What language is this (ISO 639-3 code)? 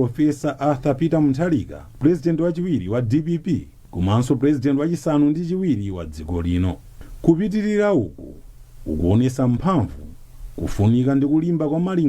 nya